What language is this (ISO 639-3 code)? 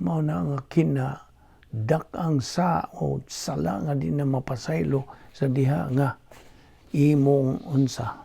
ceb